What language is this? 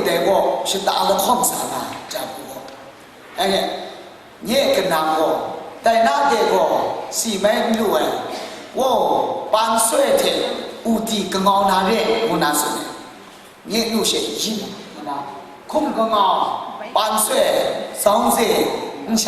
Kachin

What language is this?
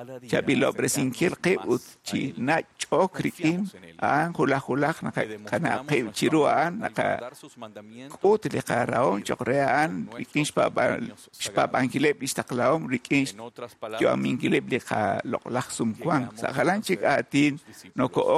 Kekchí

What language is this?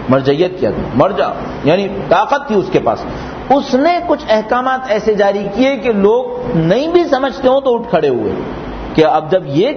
Urdu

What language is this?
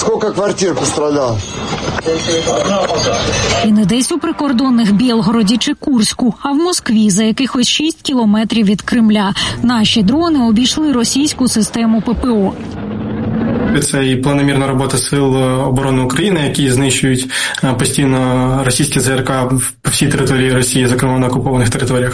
Ukrainian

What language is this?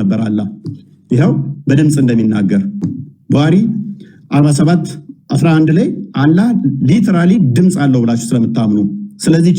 Amharic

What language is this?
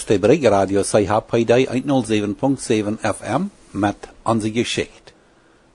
Plautdietsch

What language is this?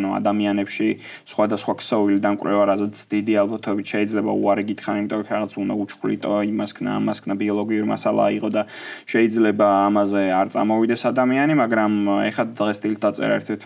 Georgian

